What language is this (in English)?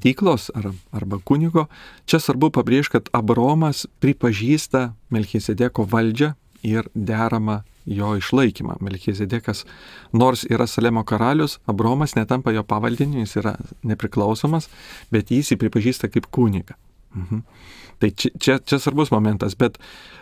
Lithuanian